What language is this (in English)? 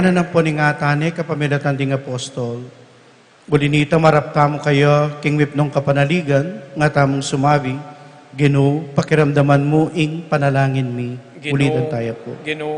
Pampanga